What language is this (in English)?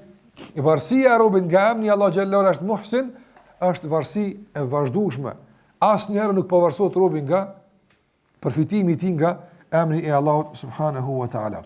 Albanian